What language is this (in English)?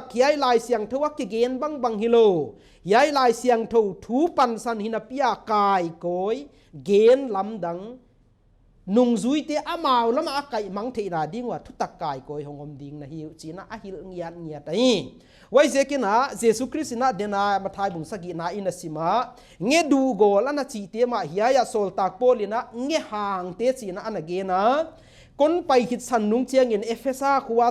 Paite Chin